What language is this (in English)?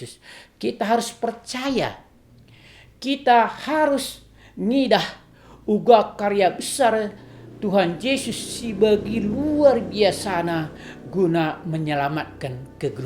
Batak Karo